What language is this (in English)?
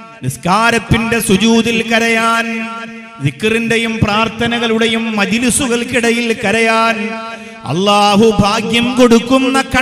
Malayalam